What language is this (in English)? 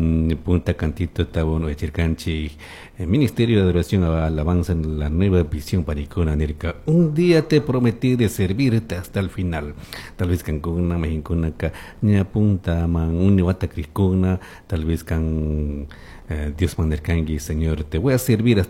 Chimborazo Highland Quichua